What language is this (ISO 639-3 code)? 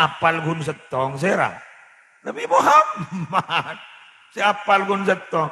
mad